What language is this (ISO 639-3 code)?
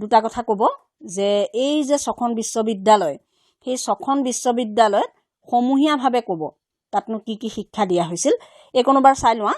asm